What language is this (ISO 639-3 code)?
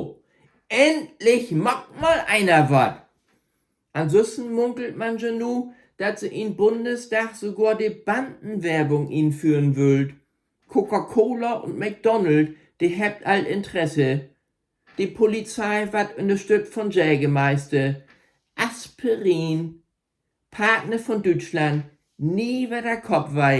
nds